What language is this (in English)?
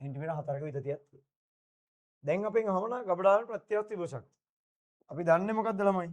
Sinhala